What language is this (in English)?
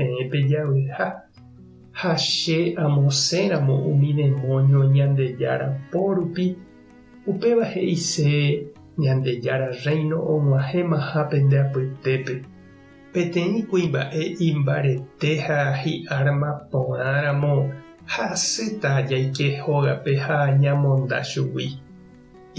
Guarani